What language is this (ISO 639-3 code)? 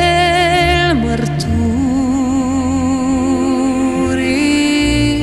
ron